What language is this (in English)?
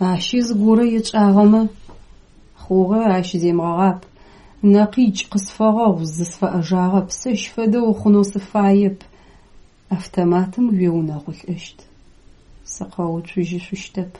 Adyghe